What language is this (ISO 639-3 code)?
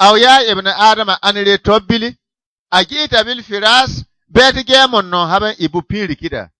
bib